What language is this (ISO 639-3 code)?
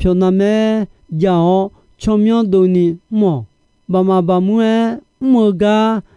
ahk